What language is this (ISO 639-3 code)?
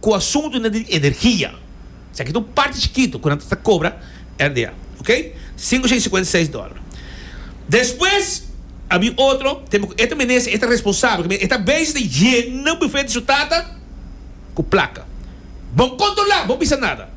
pap